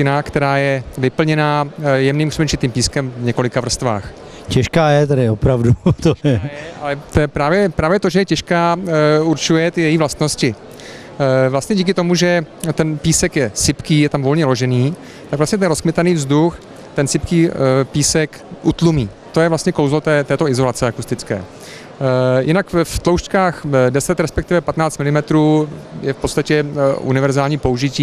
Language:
Czech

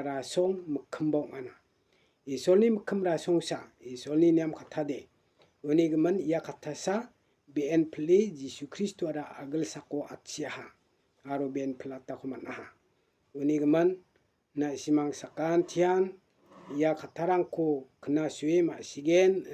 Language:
Garo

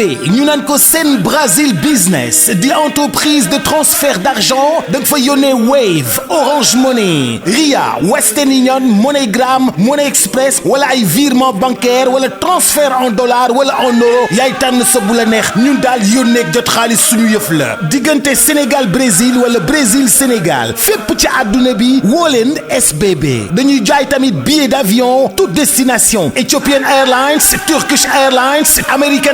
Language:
Wolof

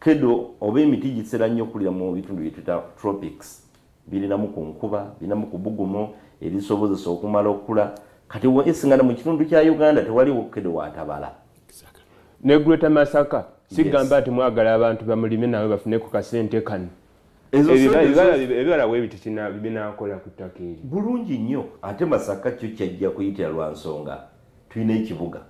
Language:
Soga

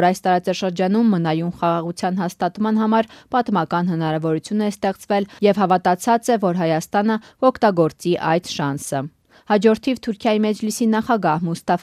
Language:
Armenian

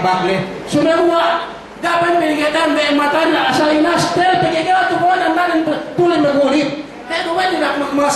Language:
Yakan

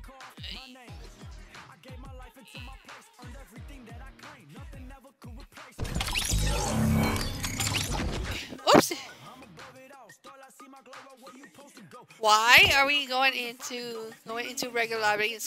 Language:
English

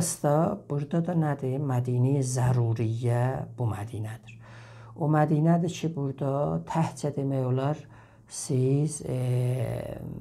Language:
South Azerbaijani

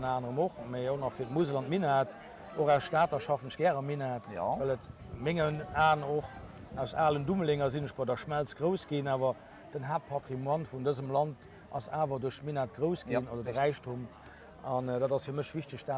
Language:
Luxembourgish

